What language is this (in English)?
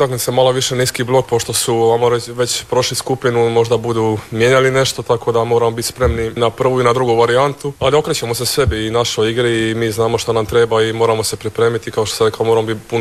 Croatian